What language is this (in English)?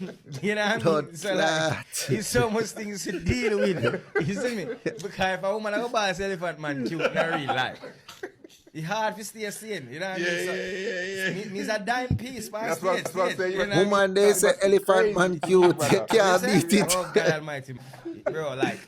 Jamaican Creole English